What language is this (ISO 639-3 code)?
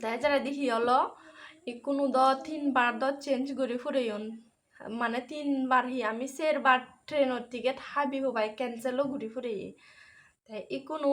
ccp